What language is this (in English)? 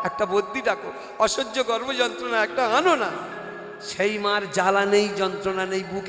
Bangla